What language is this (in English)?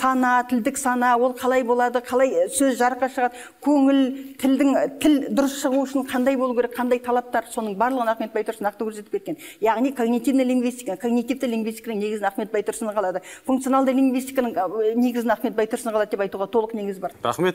Kazakh